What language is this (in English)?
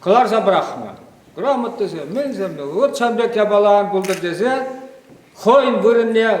Chuvash